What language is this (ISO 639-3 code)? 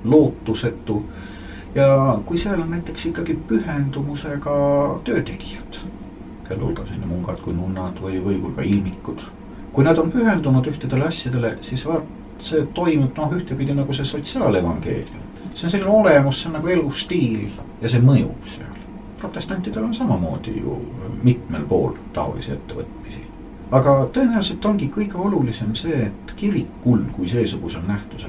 est